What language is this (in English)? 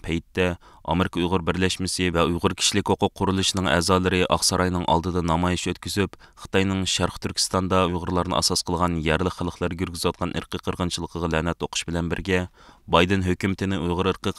Uyghur